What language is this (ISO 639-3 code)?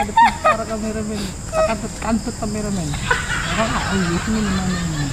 bjn